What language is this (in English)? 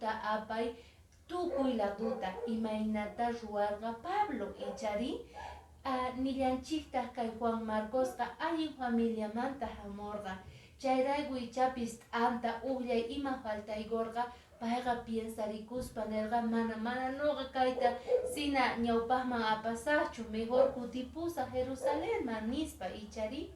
Quechua